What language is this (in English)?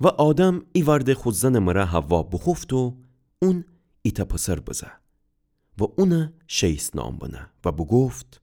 Gilaki